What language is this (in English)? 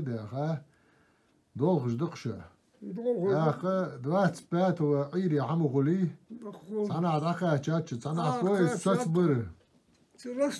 Ingush